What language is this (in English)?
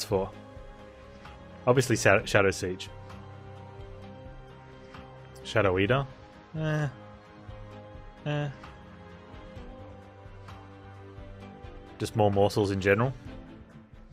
English